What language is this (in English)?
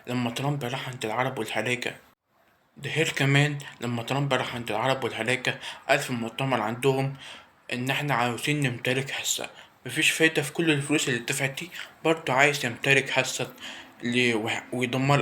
Egyptian Arabic